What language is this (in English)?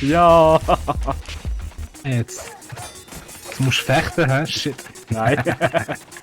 Swiss German